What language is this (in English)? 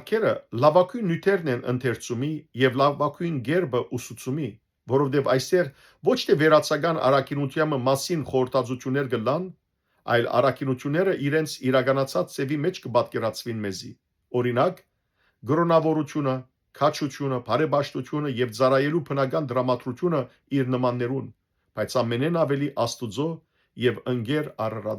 Western Armenian